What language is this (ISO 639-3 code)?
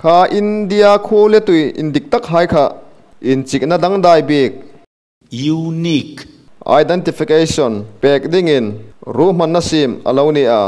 hmr